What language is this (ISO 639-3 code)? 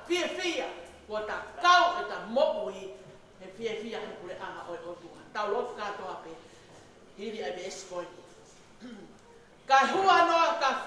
ton